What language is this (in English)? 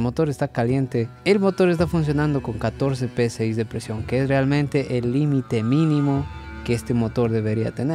Spanish